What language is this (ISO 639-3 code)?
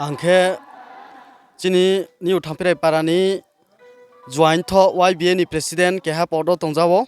ria